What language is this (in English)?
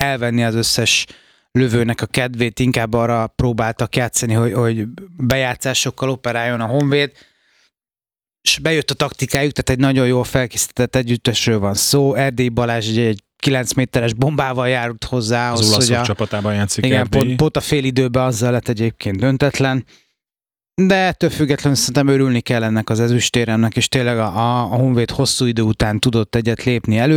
Hungarian